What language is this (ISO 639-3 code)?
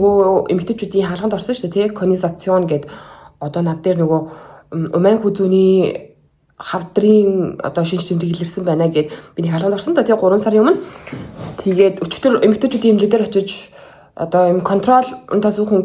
mon